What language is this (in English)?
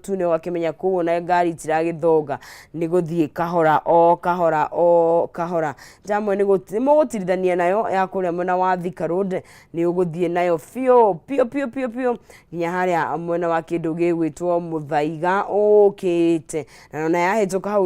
Kikuyu